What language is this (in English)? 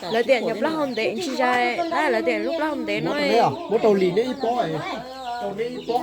Hmong